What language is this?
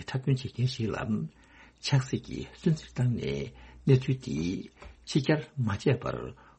Tibetan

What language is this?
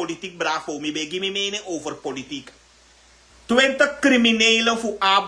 Sranan Tongo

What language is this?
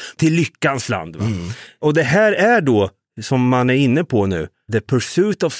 Swedish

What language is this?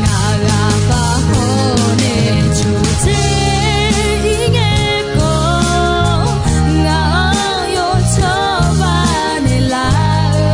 Akha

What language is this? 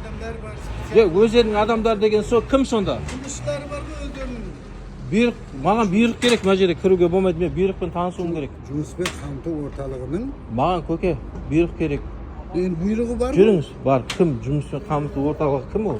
Kazakh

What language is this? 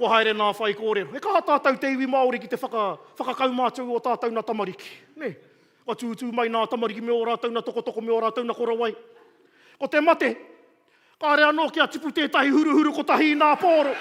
Māori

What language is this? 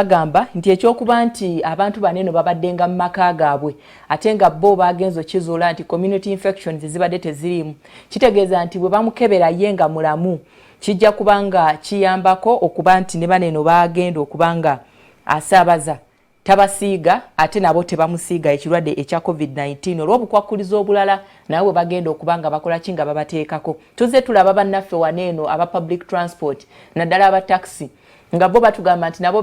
Ganda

